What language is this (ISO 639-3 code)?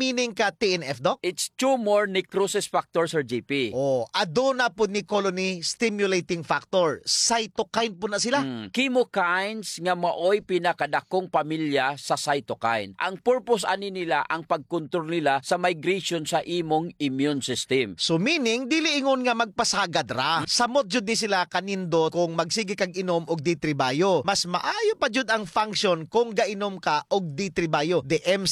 ceb